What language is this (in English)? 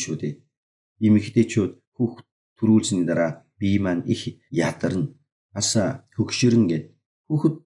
Mongolian